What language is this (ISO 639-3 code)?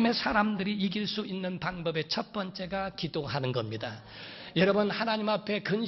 kor